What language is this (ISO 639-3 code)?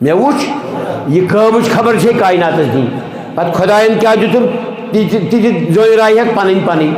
kas